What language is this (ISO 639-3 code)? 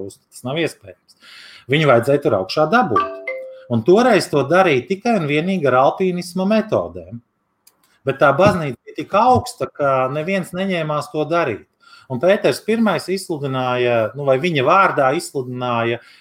lav